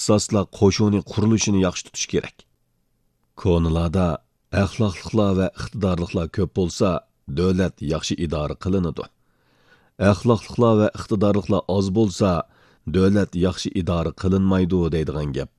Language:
Uyghur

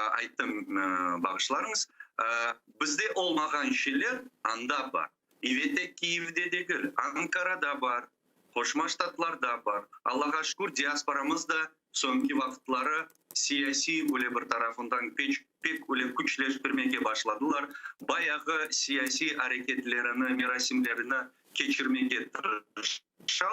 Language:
Crimean Tatar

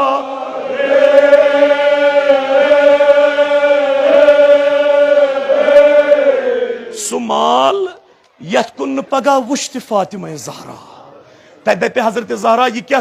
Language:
Kashmiri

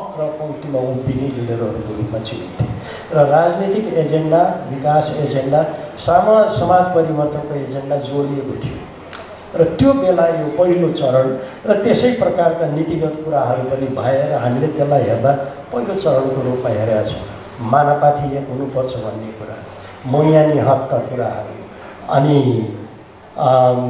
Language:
Nepali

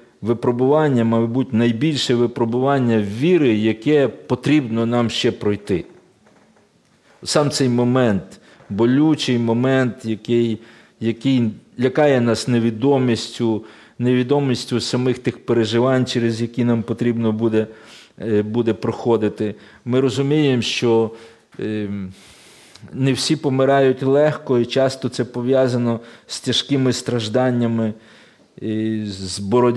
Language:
Ukrainian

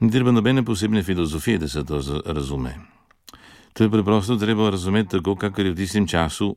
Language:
Slovenian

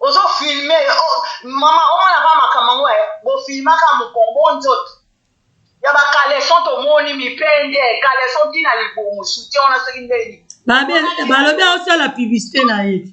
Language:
Lingala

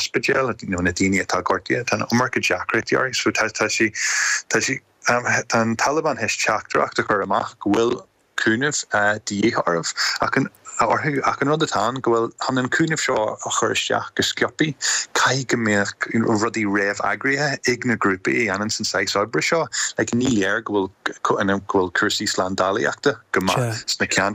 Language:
Irish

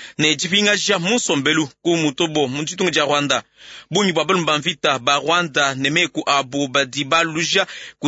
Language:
Luba-Lulua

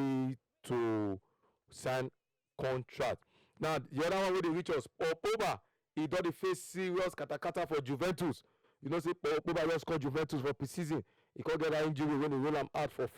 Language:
Nigerian Pidgin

